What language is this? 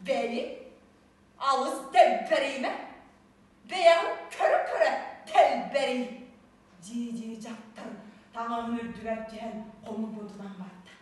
Yakut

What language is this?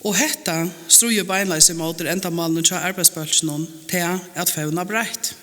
Faroese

